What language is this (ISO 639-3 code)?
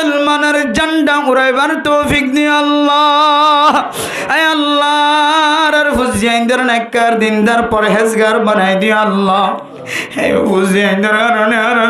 rhg